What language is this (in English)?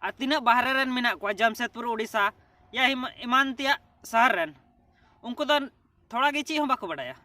Santali